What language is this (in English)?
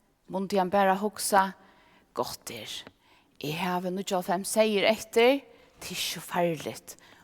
Faroese